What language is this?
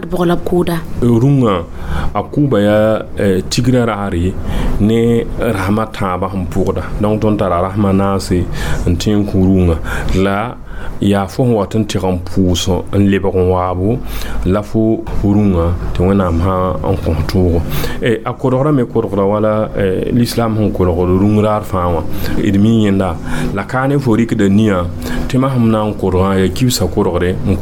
Mossi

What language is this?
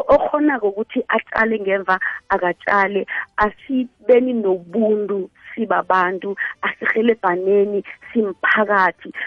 South Ndebele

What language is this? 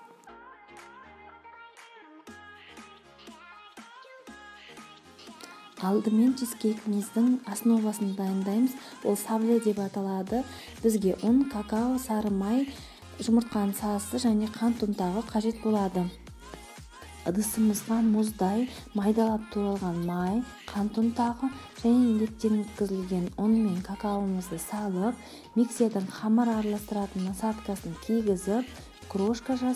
Kazakh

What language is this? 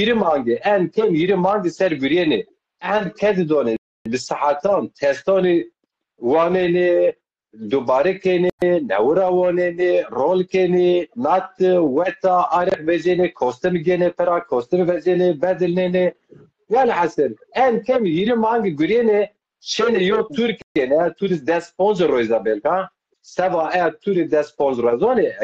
Zaza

